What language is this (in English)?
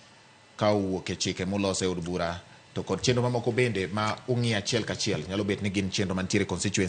Luo (Kenya and Tanzania)